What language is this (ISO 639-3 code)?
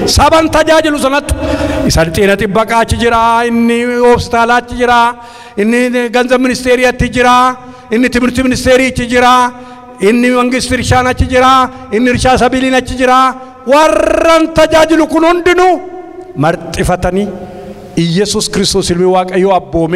orm